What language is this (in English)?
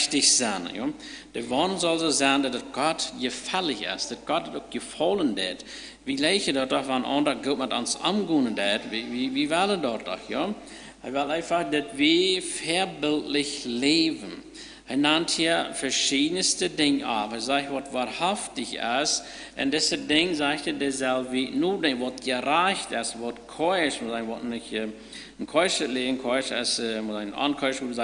Plautdietsch